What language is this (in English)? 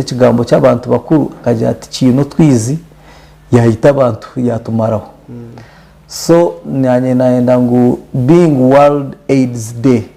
Nyankole